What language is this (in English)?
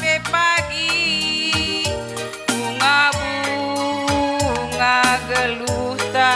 Batak Karo